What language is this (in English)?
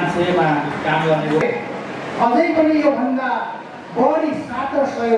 Nepali